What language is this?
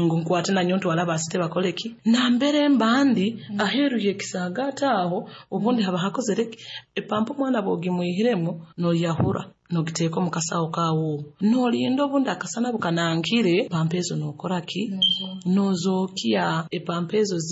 Nyoro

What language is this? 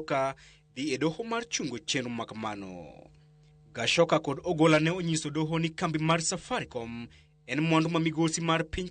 Luo (Kenya and Tanzania)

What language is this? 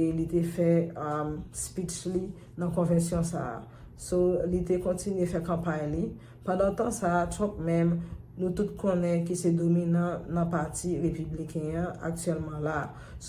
Haitian Creole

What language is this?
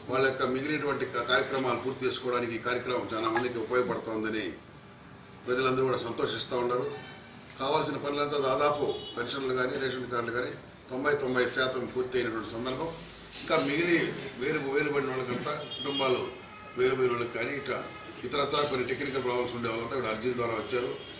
Telugu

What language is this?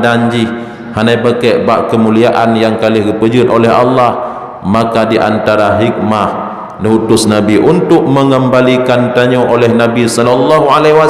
Achinese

